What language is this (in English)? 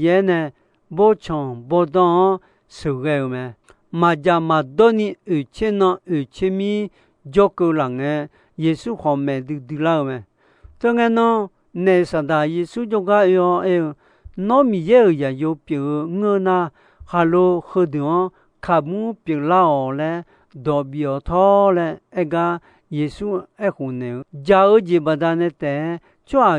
Akha